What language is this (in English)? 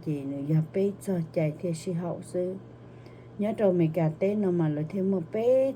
Hmong